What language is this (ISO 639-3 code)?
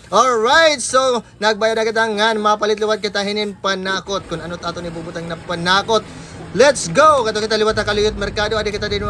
war